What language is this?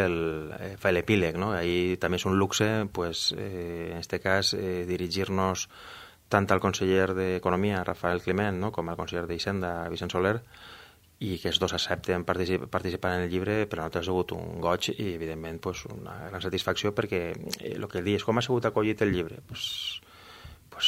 Catalan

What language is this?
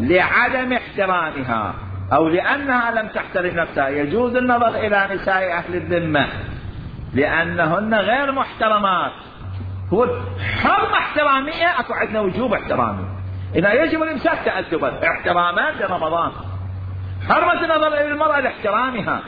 Mesopotamian Arabic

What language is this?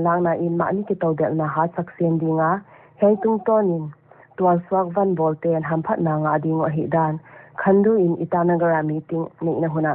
Paite Chin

